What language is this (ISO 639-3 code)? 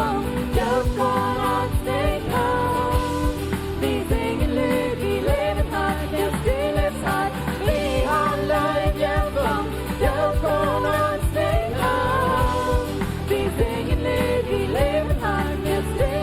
pdt